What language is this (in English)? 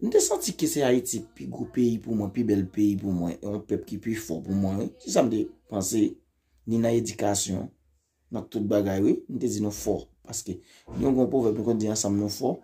Haitian Creole